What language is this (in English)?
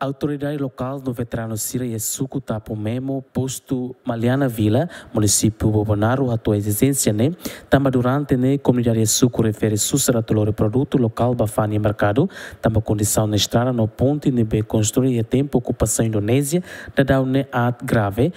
Tetum